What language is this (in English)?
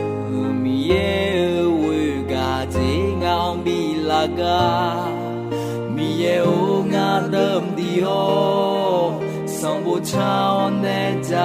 Akha